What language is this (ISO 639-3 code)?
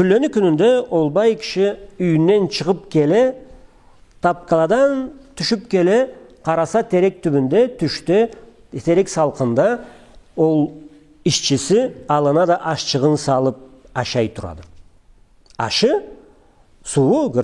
krc